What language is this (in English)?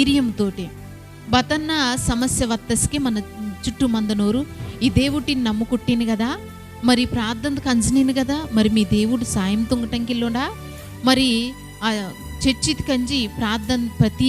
Koya